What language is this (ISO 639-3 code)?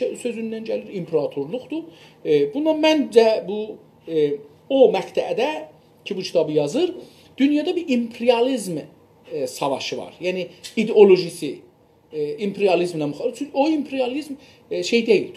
azb